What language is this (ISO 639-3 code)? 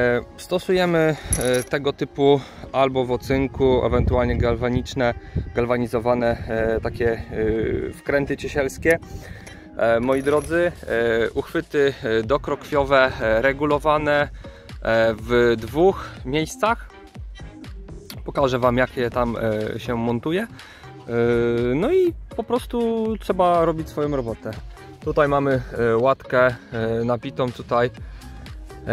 pol